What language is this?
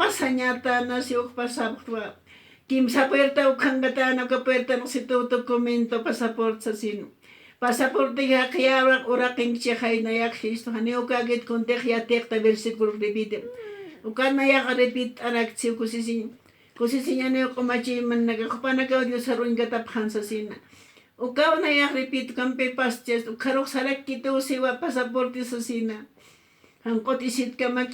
Aymara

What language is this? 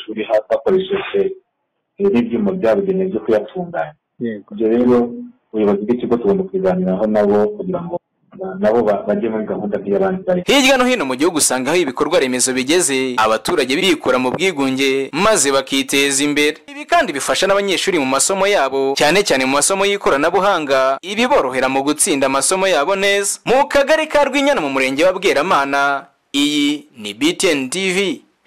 Kinyarwanda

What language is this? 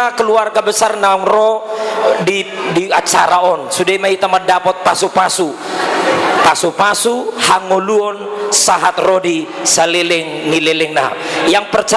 Batak Toba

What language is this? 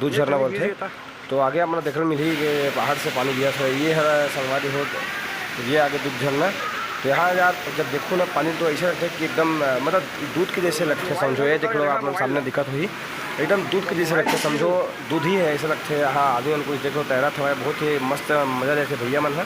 Chhattisgarhi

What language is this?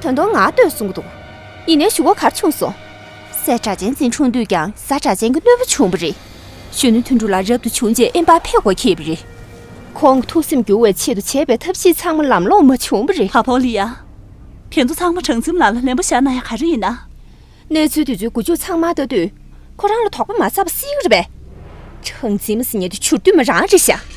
Tibetan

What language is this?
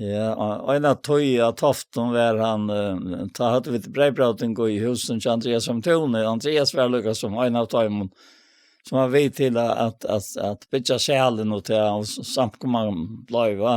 Faroese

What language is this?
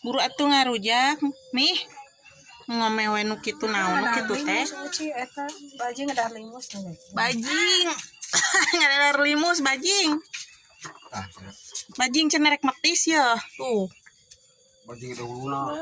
Sundanese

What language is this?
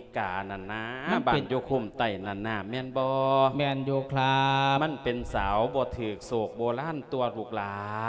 Lao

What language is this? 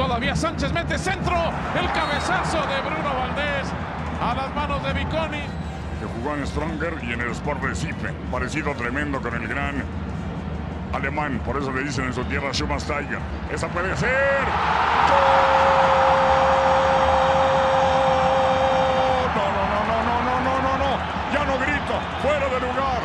Spanish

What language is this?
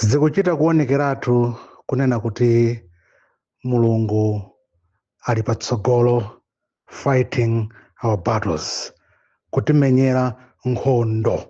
Nyanja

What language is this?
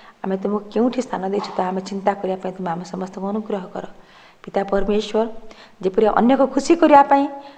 Odia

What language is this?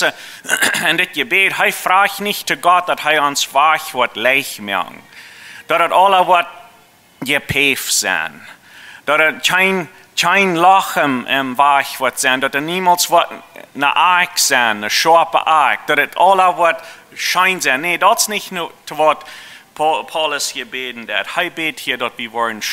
Plautdietsch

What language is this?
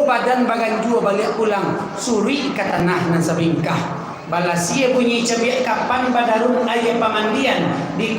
Minangkabau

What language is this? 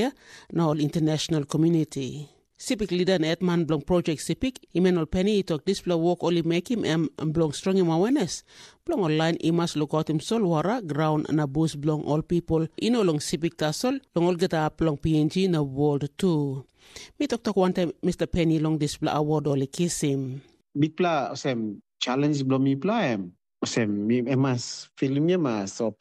Tok Pisin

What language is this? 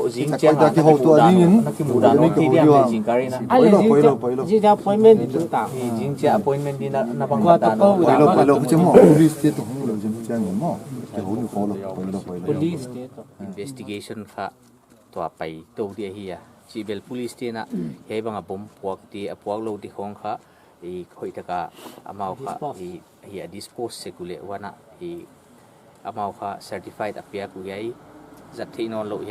Paite Chin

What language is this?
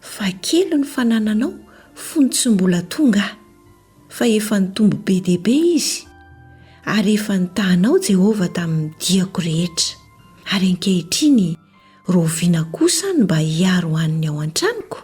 Malagasy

